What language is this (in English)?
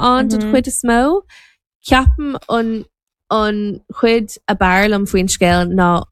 Irish